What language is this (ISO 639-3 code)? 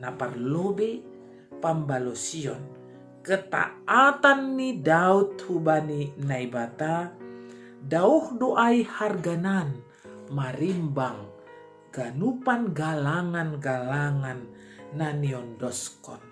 bts